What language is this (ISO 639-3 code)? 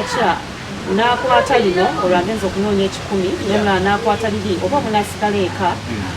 lug